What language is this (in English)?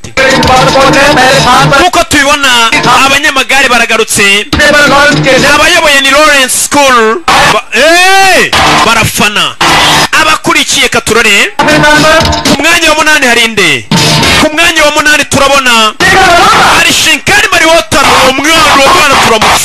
Kinyarwanda